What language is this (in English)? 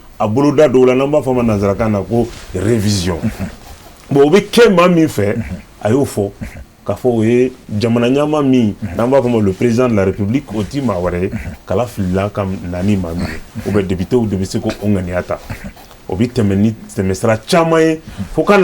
Bambara